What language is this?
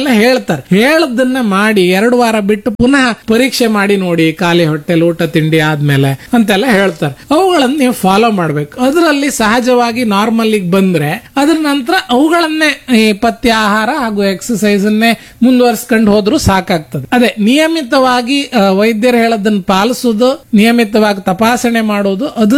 Kannada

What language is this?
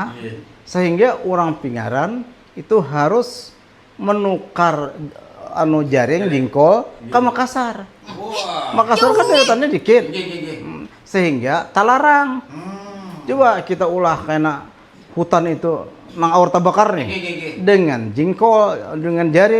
Banjar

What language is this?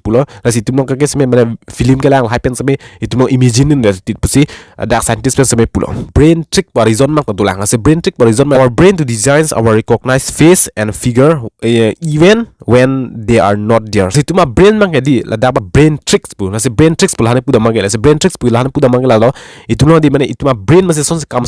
Karbi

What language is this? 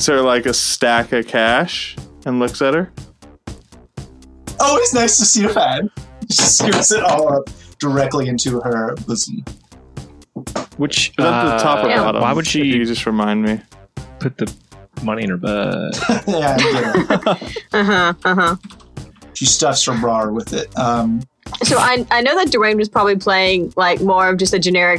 English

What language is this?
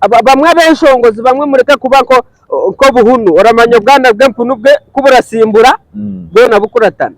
Nyankole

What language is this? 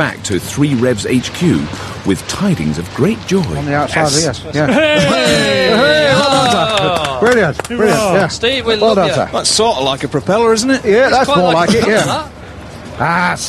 English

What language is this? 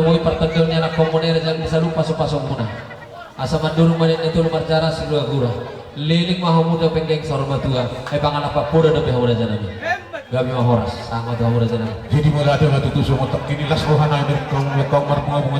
Batak Toba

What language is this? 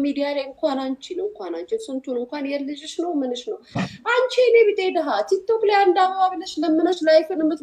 Amharic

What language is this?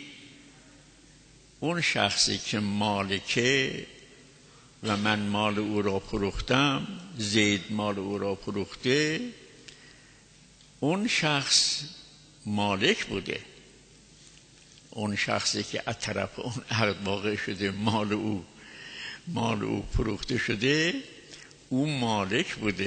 Persian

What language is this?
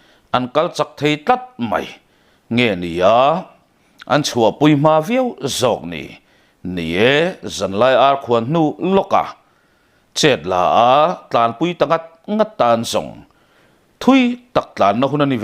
Mizo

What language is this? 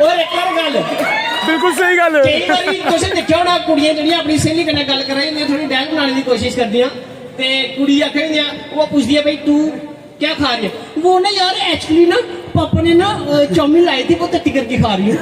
Dogri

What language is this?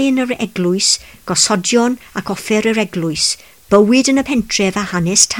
Welsh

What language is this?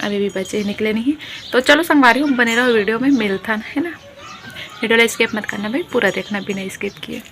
Chhattisgarhi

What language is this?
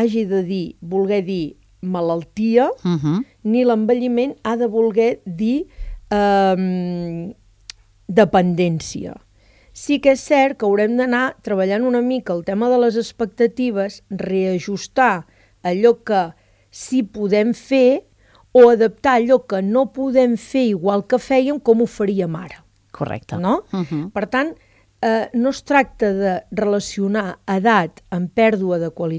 Catalan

